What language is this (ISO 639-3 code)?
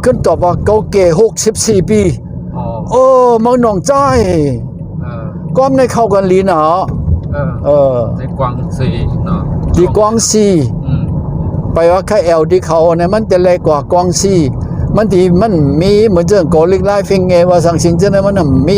shn